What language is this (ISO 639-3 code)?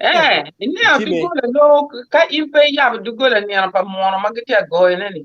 ach